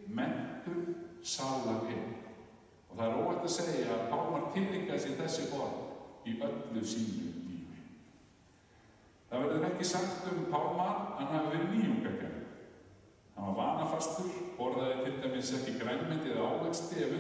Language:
Icelandic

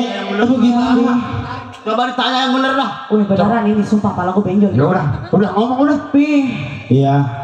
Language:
Betawi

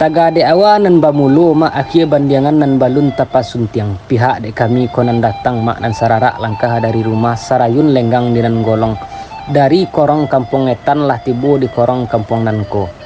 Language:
Minangkabau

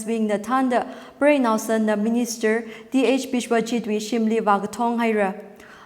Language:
Tangkhul Naga (India)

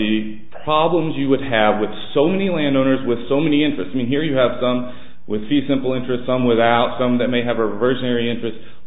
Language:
English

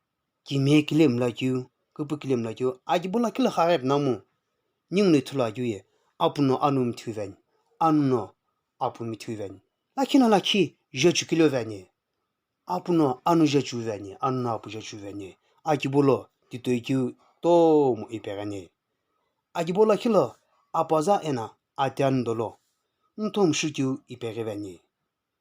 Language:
Sumi Naga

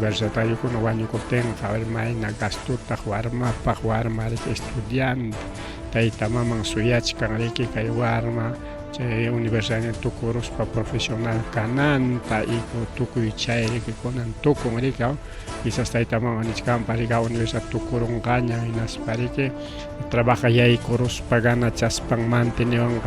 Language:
Ayacucho Quechua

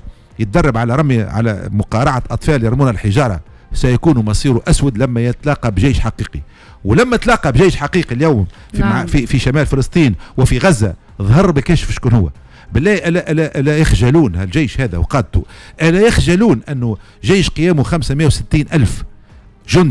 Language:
Tunisian Arabic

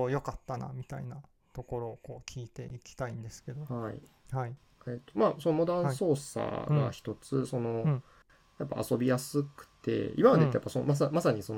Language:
Japanese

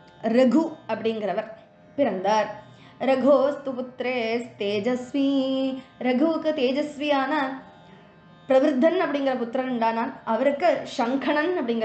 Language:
Tamil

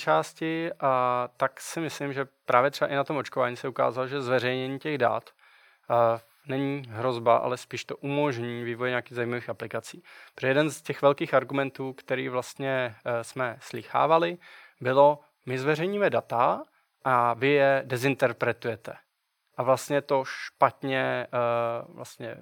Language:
Czech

